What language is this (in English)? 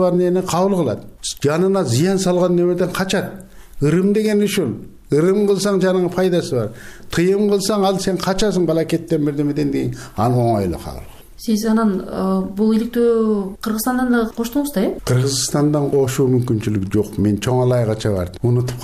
Kyrgyz